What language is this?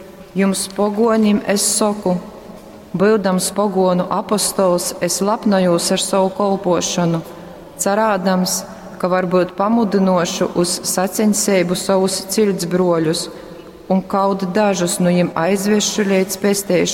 Latgalian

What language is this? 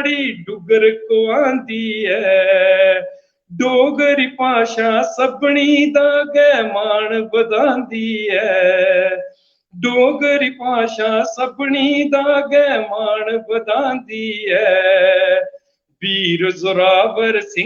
Dogri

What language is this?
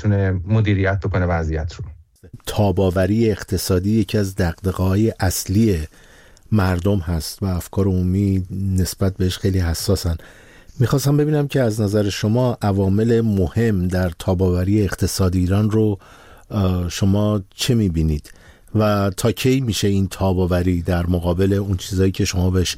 Persian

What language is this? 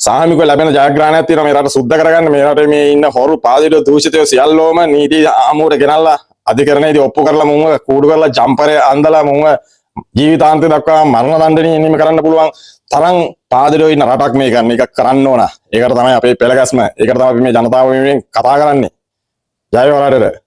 Sinhala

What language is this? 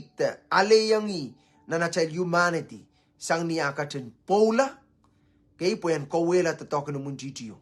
Pohnpeian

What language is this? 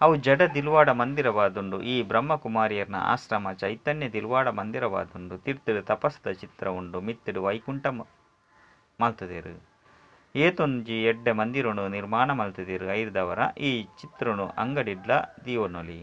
Tulu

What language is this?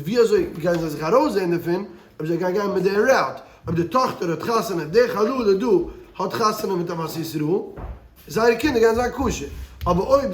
Yiddish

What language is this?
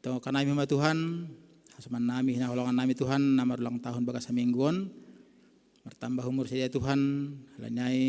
Batak Simalungun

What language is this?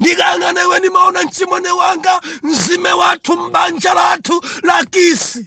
Nyanja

